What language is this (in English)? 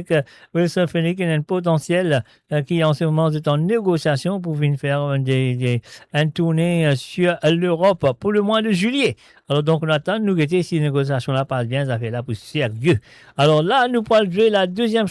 Morisyen